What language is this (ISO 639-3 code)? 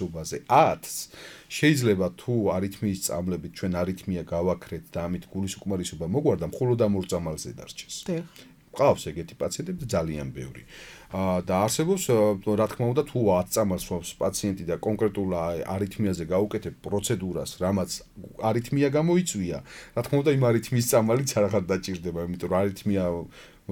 kat